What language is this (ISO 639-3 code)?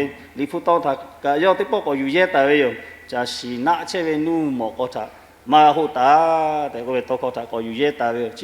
lhu